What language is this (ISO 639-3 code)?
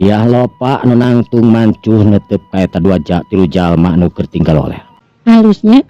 sun